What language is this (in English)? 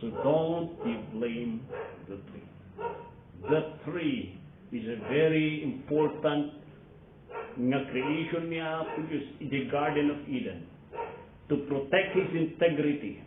Iloko